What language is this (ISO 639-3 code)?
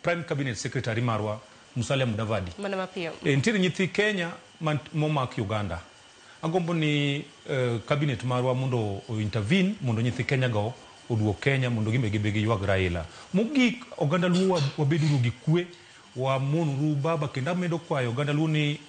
luo